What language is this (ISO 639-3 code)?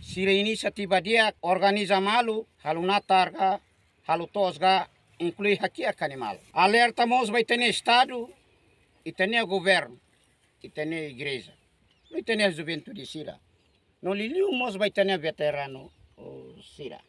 tet